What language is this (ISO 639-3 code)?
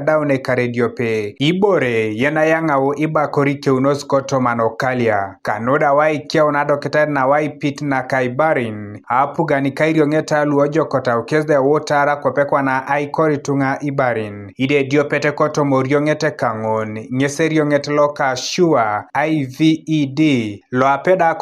teo